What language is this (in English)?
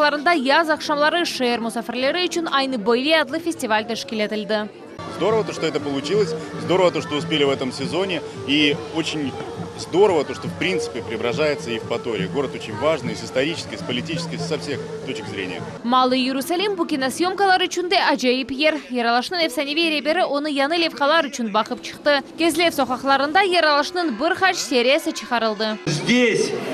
Crimean Tatar